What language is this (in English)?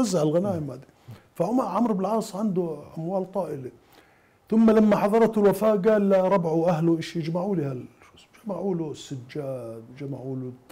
Mesopotamian Arabic